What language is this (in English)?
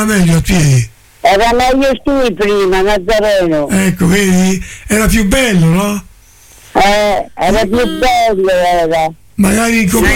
Italian